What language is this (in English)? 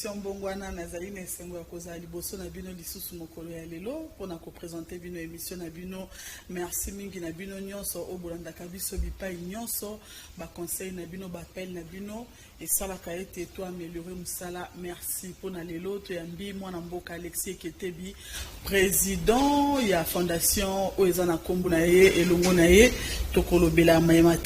Lingala